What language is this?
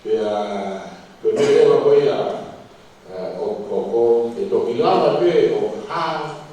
Tongan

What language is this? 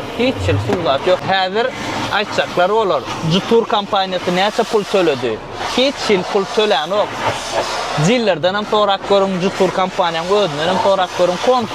Turkmen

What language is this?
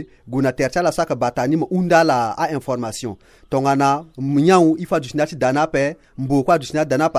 Sango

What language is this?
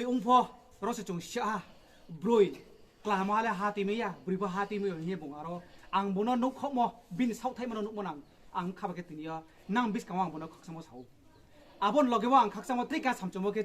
Kok Borok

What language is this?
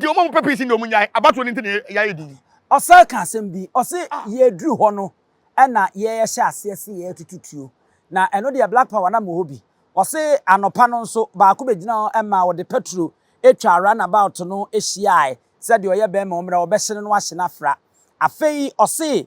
Akan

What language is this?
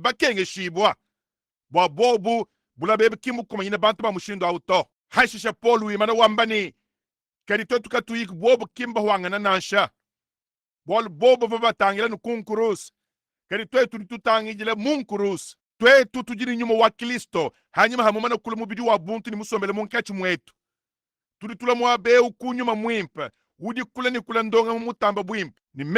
Luba-Lulua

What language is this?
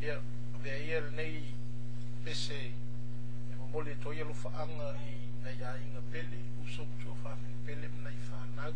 Samoan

